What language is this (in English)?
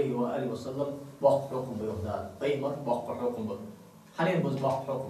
Ingush